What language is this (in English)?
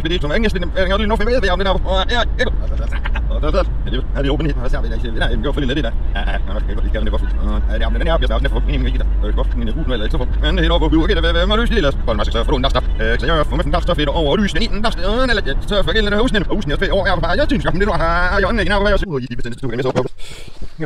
Danish